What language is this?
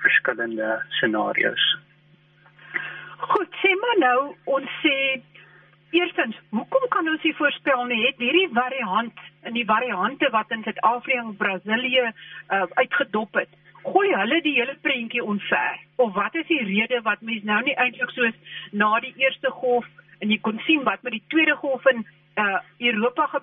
Afrikaans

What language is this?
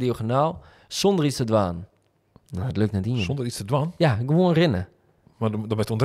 Western Frisian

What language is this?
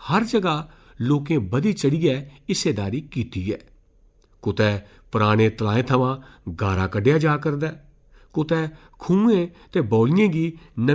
Dogri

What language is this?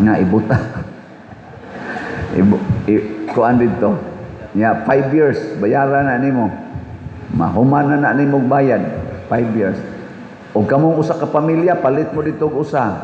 Cebuano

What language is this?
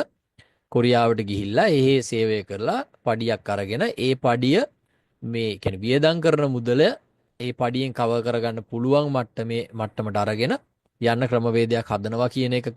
Sinhala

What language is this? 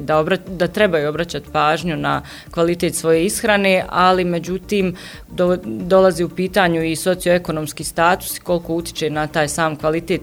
Bosnian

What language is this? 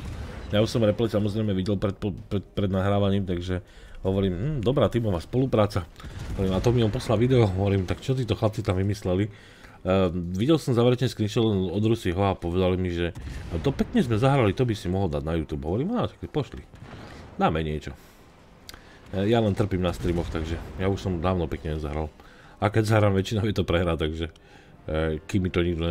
Slovak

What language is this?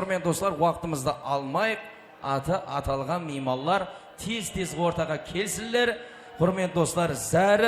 Kara-Kalpak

